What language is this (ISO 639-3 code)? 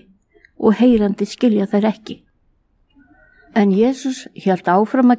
isl